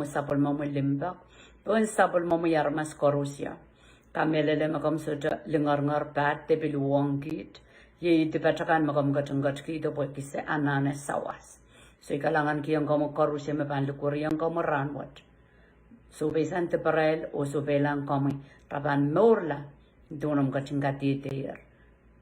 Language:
Pohnpeian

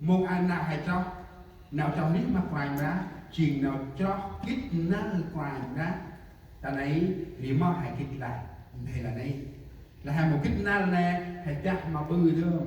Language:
Central Mnong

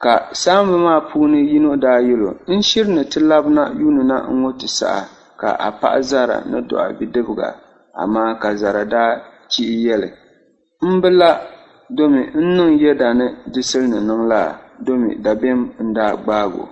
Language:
Dagbani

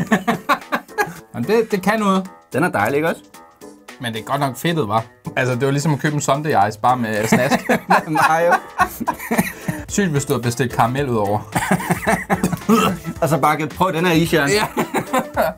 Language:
Danish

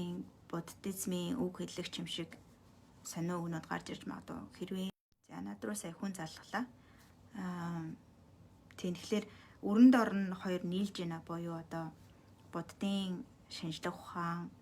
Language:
Mongolian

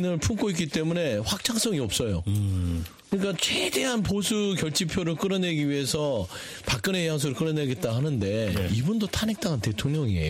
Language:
Korean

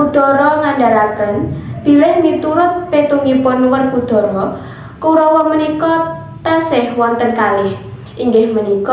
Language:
Javanese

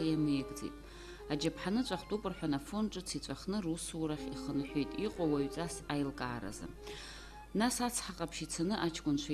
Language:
Abkhazian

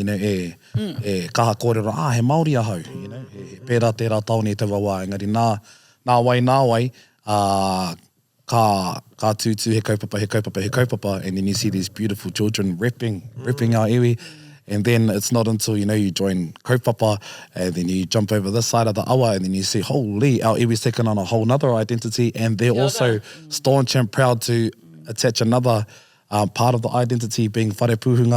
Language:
Māori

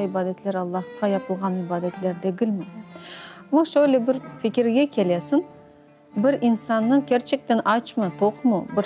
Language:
Crimean Tatar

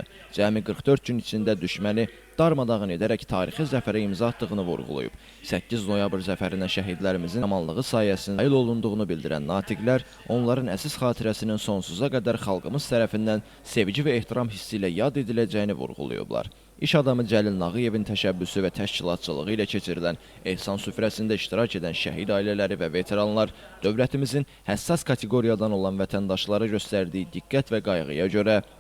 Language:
Azerbaijani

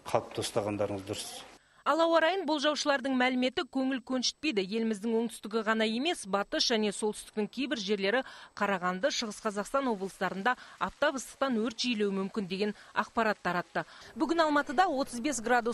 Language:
Kazakh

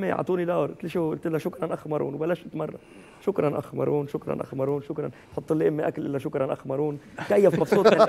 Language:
North Levantine Arabic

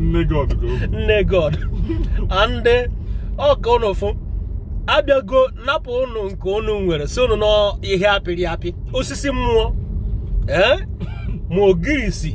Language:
Igbo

